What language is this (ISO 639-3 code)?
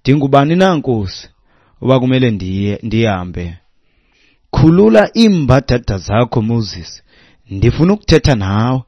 xho